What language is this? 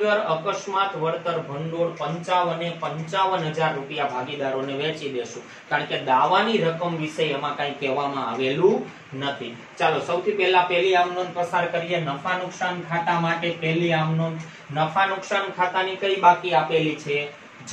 Gujarati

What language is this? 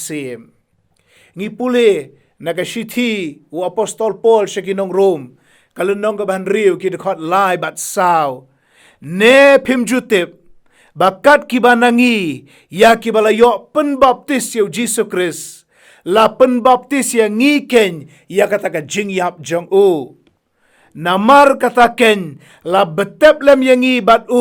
Khasi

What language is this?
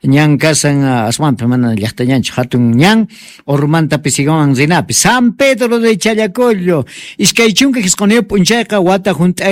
South Bolivian Quechua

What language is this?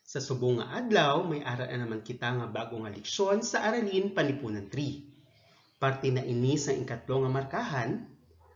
Hiligaynon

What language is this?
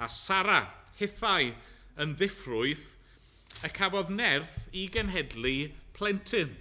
Welsh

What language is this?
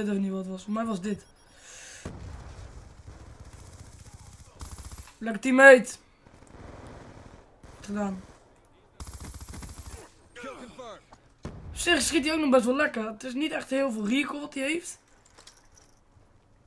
Dutch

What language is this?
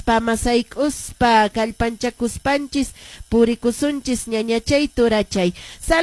Quechua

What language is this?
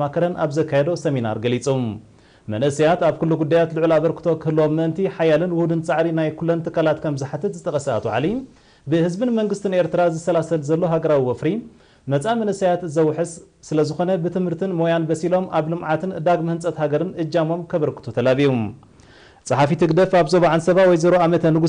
Tigrinya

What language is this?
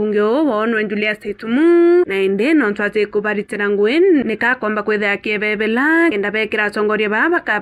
Meru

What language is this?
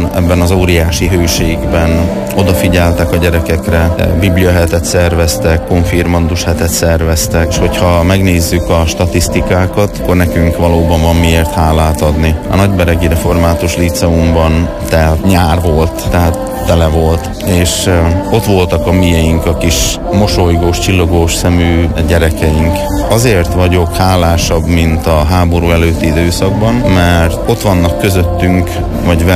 Hungarian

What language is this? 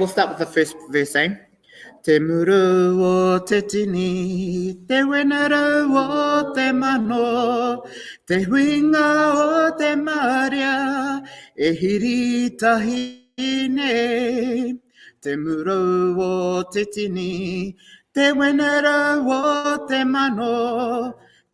Māori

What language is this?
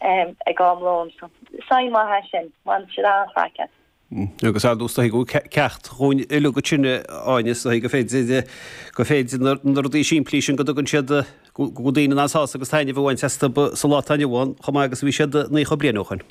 Irish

